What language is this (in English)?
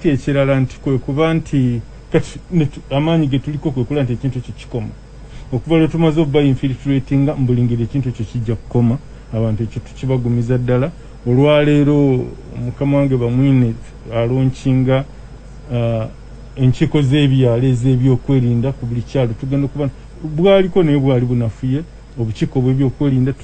Ganda